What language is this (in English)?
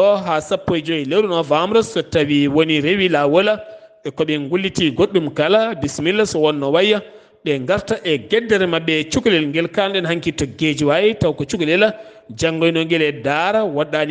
Fula